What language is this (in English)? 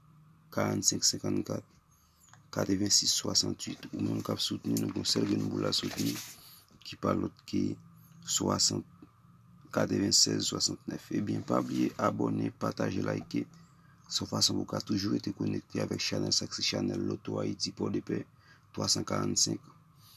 Haitian Creole